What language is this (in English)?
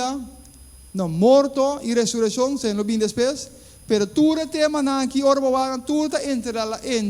Papiamento